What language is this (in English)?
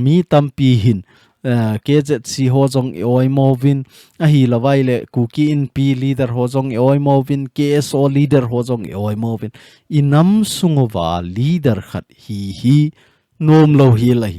Thado Chin